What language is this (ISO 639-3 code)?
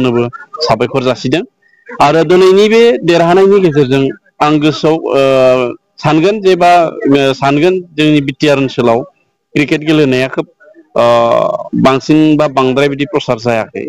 brx